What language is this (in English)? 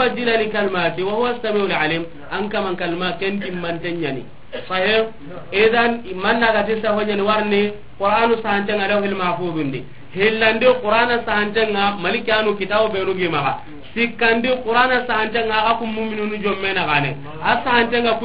Soninke